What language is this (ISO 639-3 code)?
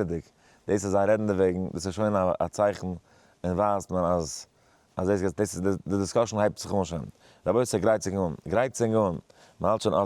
yid